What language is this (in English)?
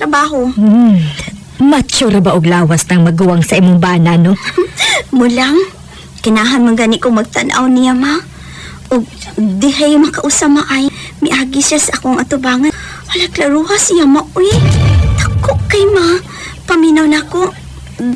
Cebuano